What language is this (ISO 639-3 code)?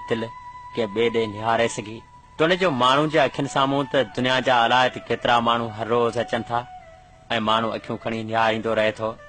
snd